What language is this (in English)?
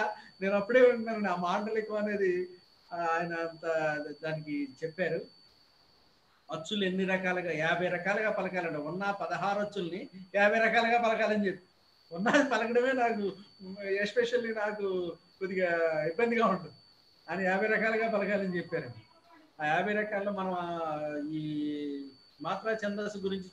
Telugu